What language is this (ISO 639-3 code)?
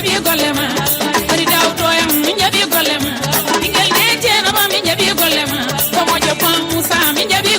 ful